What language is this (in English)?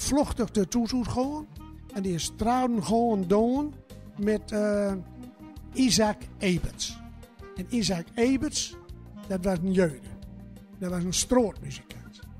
Gronings